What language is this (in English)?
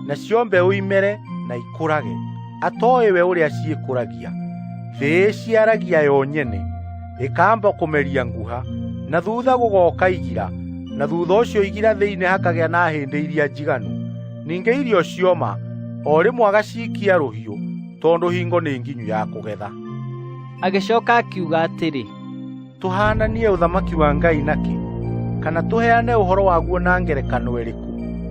Kikuyu